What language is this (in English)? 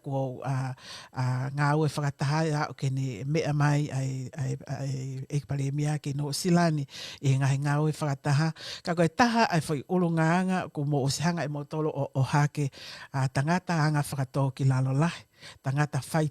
Tongan